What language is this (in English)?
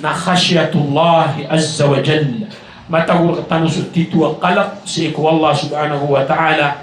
Maranao